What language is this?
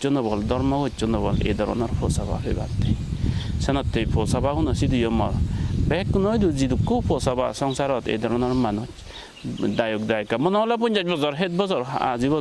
Chakma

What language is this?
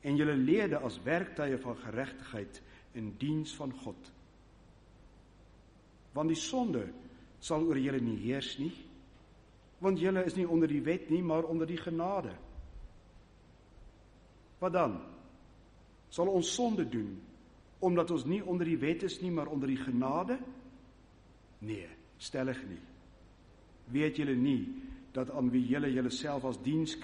Afrikaans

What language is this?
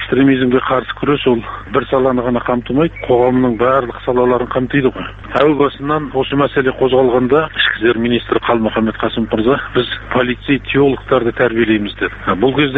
Kazakh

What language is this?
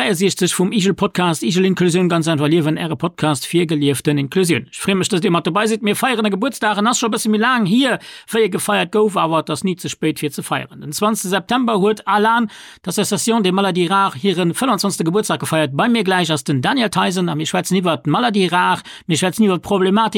Luxembourgish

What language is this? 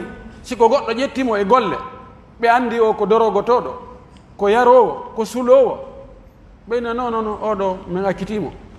Pular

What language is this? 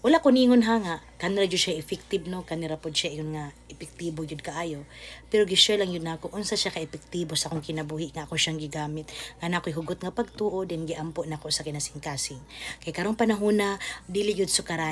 Cebuano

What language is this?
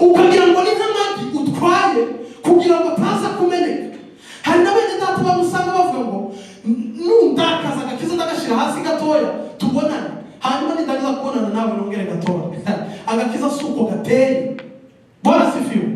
Kinyarwanda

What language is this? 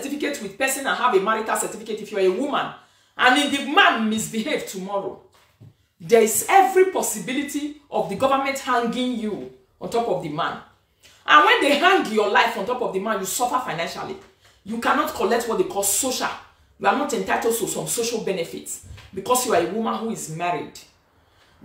Nigerian Pidgin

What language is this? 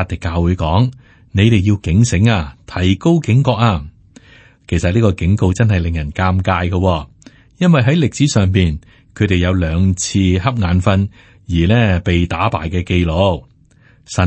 Cantonese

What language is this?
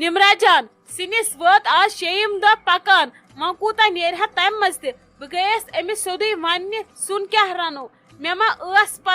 Kashmiri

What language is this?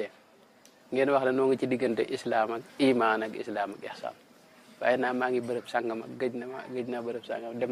Wolof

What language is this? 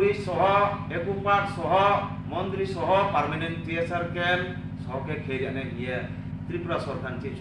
Riang (India)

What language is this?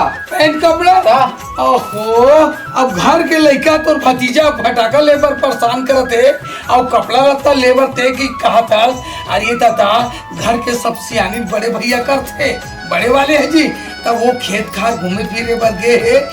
Chhattisgarhi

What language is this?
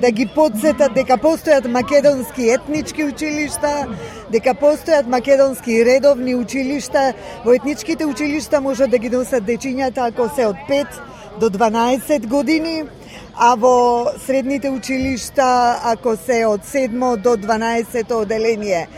Macedonian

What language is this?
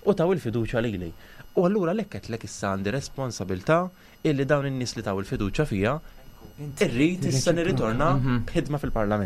Maltese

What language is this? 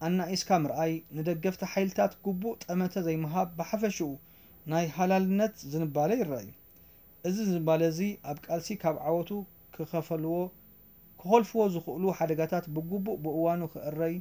Tigrinya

